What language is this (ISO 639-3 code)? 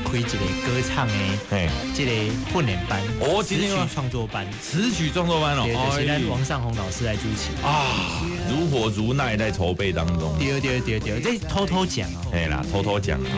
nan